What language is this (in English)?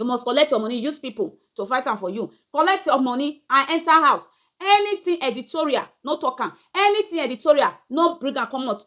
Nigerian Pidgin